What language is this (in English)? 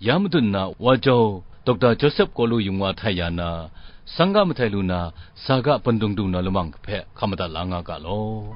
Kachin